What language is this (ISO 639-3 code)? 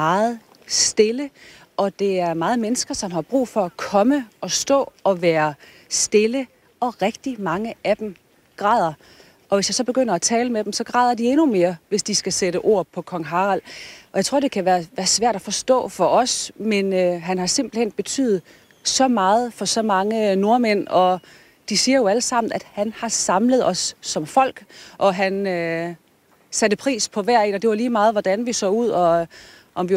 dan